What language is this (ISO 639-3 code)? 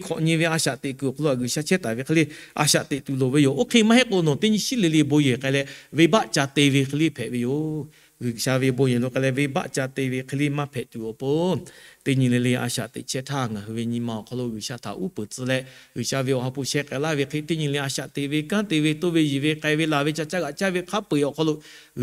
lhu